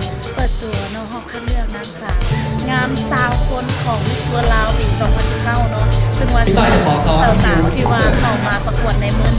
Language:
Lao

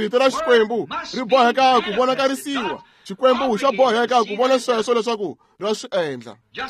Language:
Tsonga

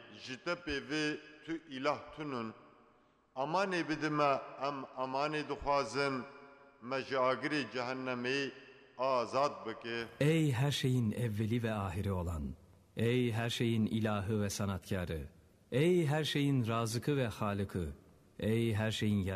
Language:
Kurdish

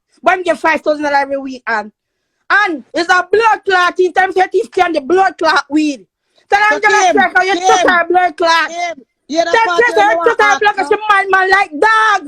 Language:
Jamaican Creole English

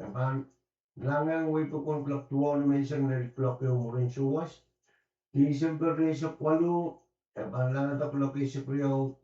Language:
Pohnpeian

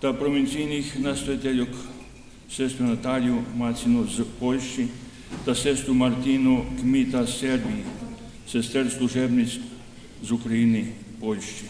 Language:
Rusyn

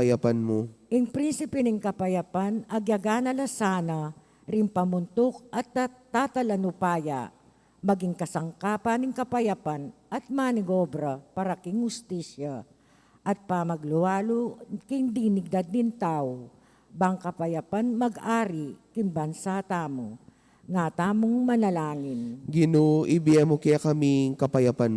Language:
Pampanga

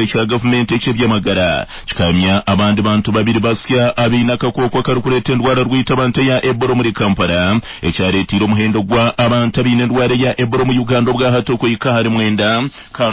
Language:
Nyankole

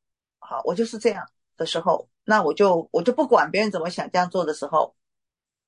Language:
Chinese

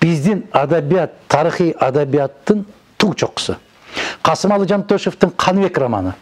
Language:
Kyrgyz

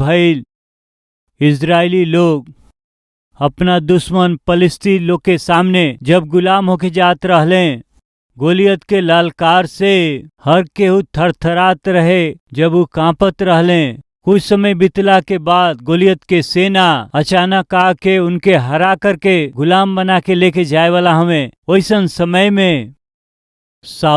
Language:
Bhojpuri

